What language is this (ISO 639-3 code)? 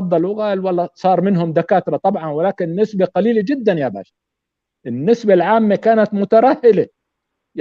apc